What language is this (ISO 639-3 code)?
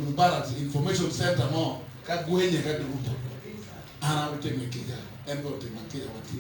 ach